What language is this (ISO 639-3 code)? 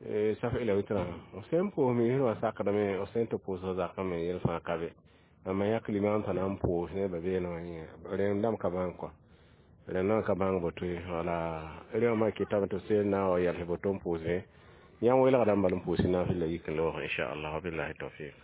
mos